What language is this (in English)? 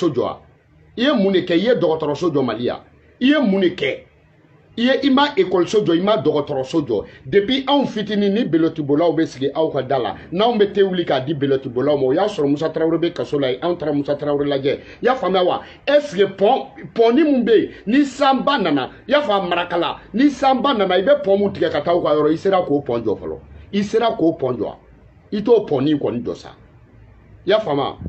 Bambara